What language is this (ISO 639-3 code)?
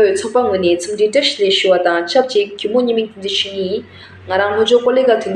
bod